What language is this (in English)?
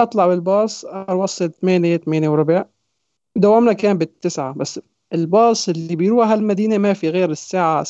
North Levantine Arabic